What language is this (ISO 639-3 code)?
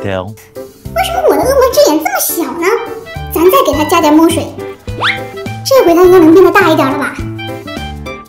zho